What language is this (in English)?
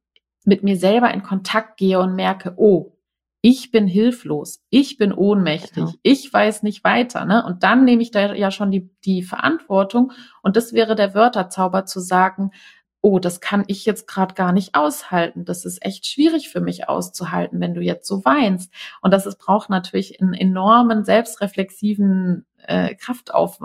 German